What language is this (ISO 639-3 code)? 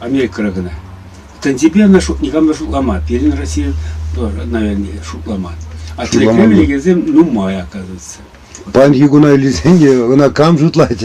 chv